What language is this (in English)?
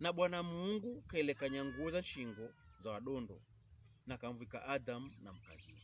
Pokomo